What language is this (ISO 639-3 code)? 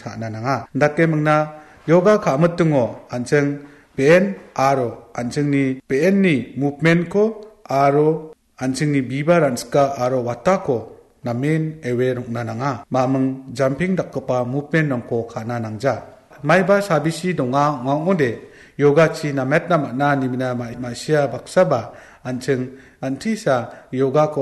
grt